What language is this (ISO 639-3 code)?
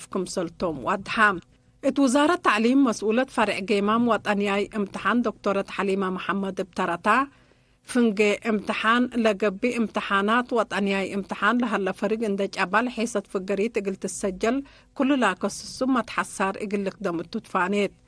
tig